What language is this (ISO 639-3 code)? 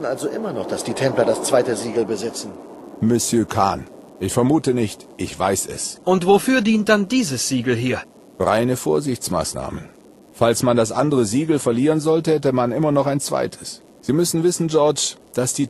deu